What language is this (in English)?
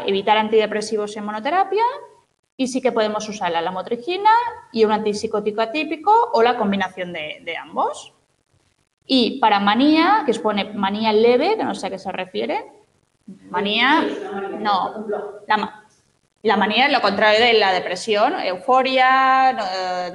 Spanish